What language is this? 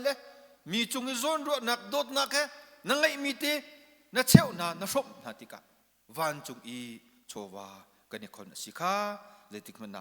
Hakha Chin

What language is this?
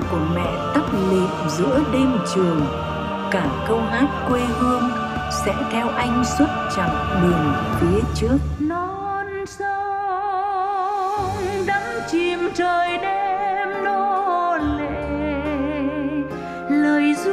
Vietnamese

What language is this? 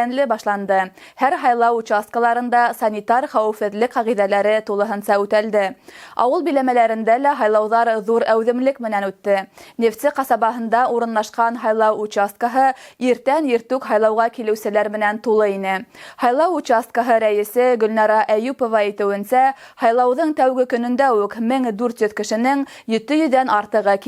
Bashkir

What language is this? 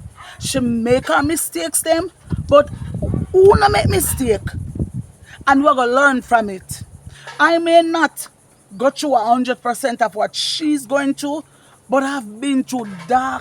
Jamaican Creole English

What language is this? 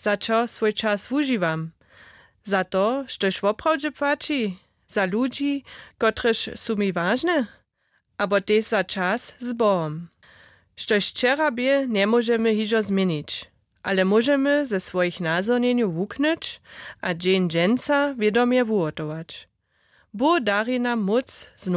Upper Sorbian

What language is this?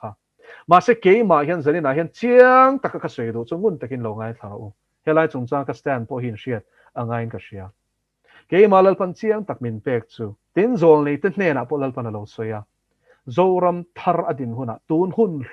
Mizo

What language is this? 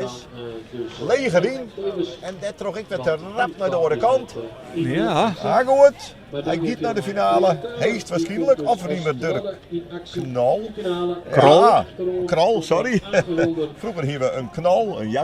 Western Frisian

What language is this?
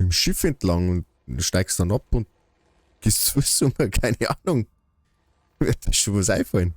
Bavarian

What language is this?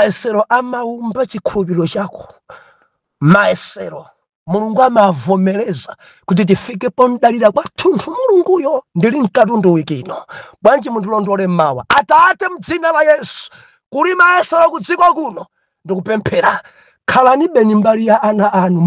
Nyanja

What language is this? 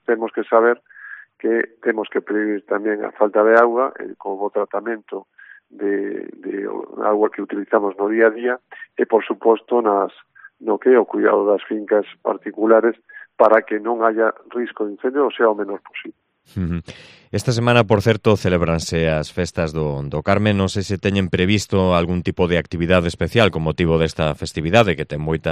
Galician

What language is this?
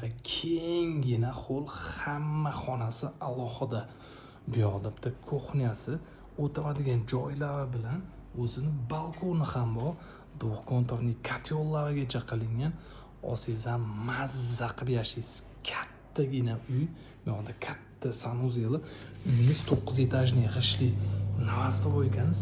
Uzbek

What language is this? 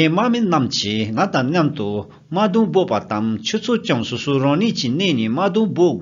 Tibetan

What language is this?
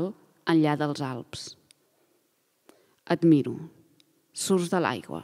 Catalan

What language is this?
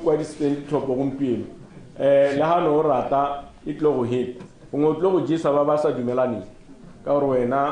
Tswana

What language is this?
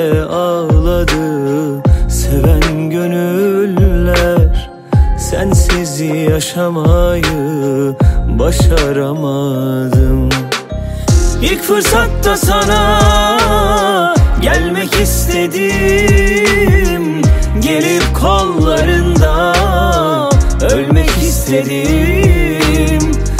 Turkish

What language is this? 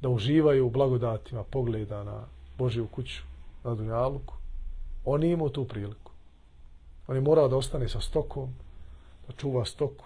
Bosnian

